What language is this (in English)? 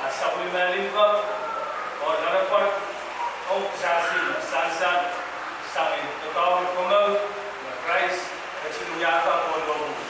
Pohnpeian